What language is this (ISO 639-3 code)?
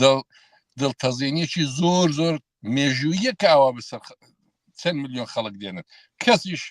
ckb